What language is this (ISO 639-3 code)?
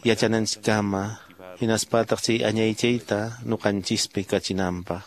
que